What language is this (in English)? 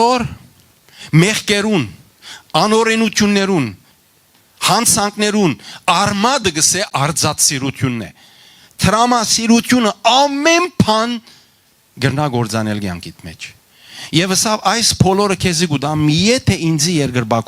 Western Armenian